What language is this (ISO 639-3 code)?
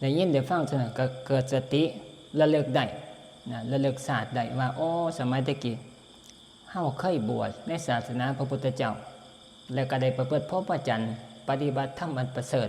tts